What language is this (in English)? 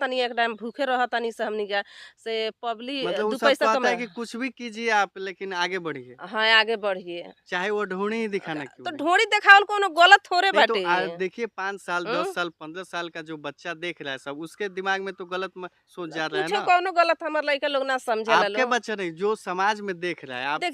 Bhojpuri